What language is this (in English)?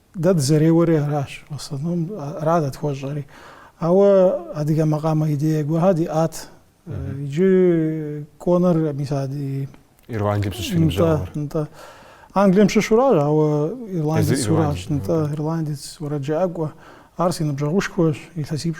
Kabardian